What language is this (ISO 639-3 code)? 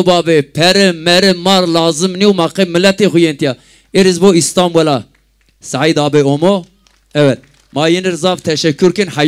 zza